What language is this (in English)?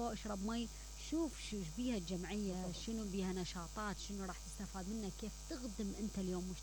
Mesopotamian Arabic